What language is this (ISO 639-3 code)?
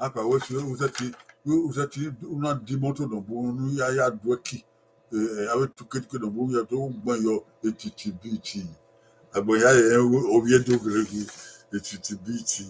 bin